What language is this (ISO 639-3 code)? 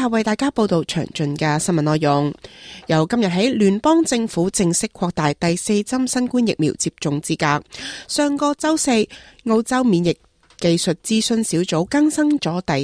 yue